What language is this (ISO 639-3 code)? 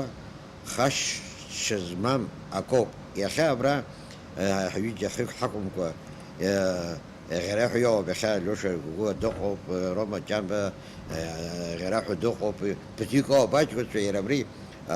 abk